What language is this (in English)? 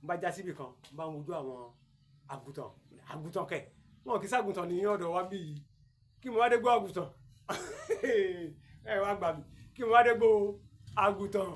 Yoruba